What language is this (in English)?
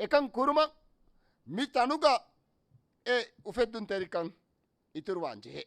Divehi